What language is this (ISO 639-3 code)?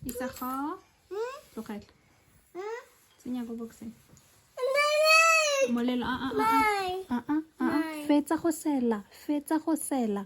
tsn